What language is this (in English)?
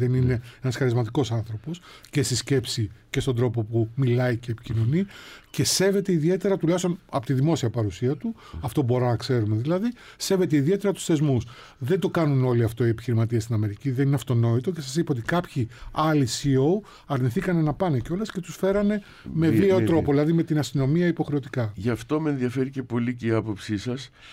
Greek